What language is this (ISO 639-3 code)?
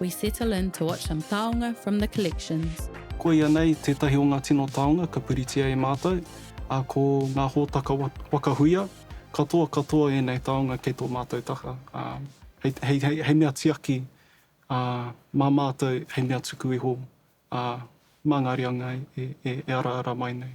mri